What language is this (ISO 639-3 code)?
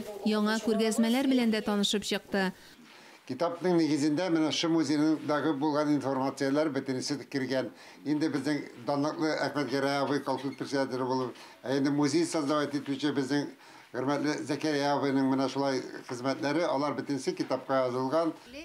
tat